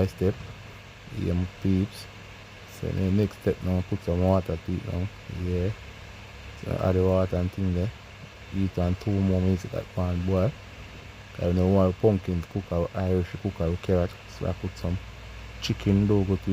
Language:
Jamaican Creole English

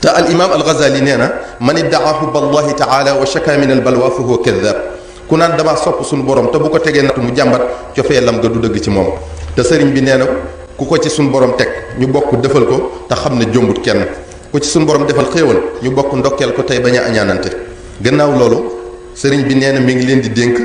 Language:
Wolof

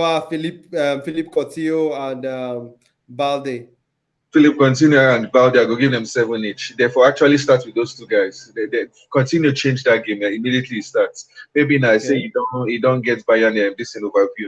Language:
Nigerian Pidgin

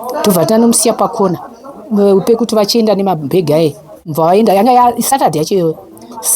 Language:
Shona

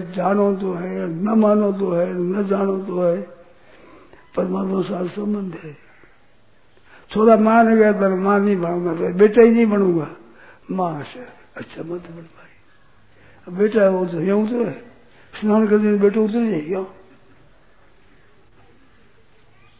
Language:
Hindi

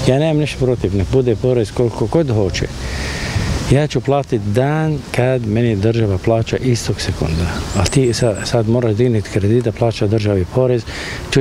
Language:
Croatian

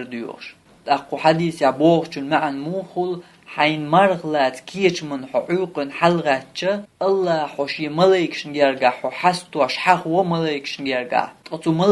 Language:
Chechen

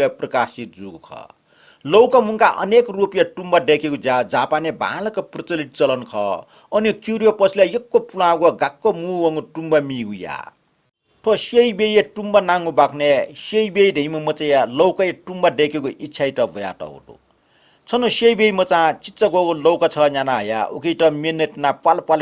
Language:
Newari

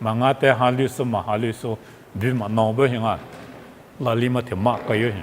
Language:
Lisu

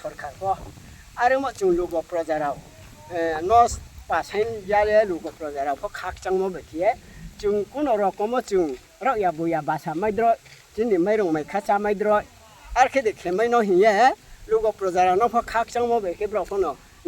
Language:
Riang (India)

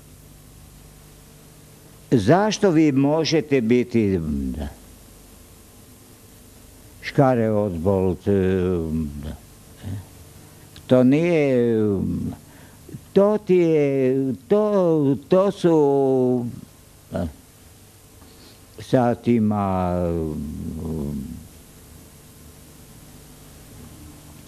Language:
Croatian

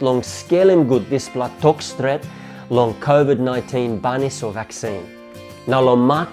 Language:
Tok Pisin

